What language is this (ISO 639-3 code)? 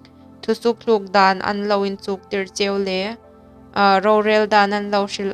hmr